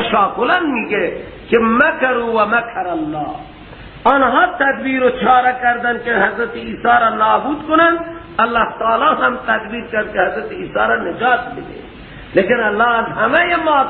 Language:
Persian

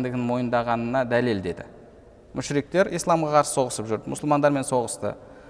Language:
Kazakh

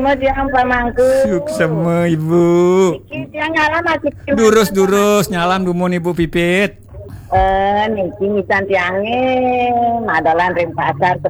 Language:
Balinese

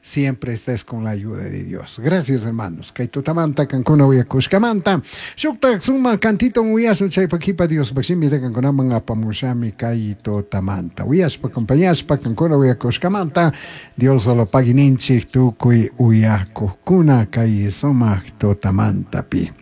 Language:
Chimborazo Highland Quichua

